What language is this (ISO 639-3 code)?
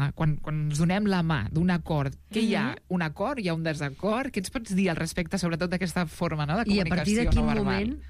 cat